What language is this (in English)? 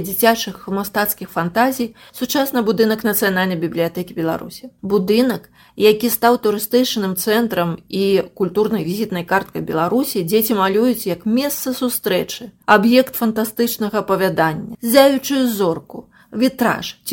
Belarusian